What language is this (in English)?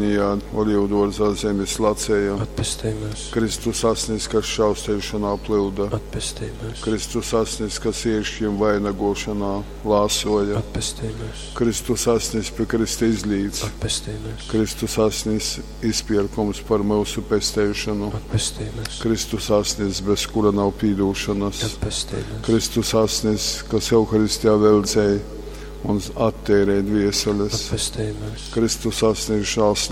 Latgalian